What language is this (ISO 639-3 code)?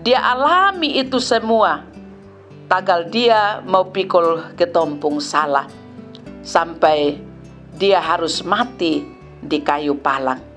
mkn